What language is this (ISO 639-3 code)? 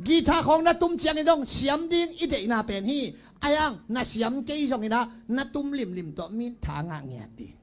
ctd